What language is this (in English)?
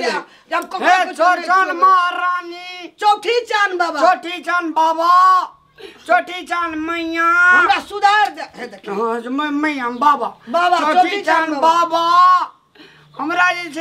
Maithili